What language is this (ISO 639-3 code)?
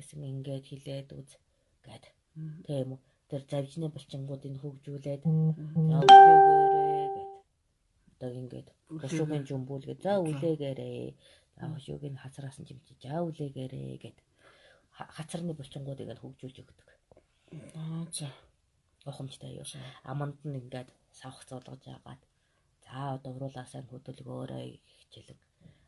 mon